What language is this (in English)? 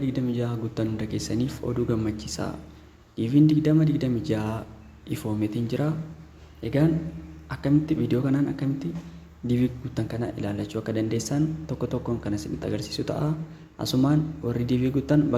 Oromo